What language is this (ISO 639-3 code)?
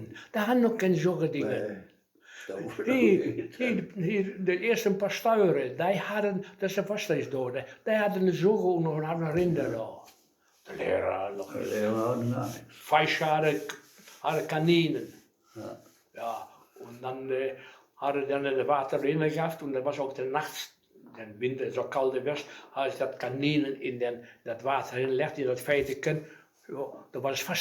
wep